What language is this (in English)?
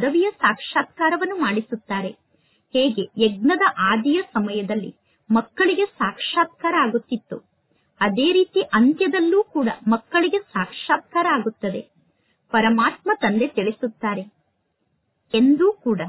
Kannada